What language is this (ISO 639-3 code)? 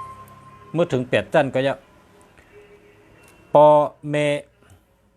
shn